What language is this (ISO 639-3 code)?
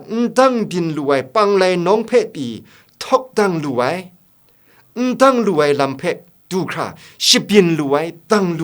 kac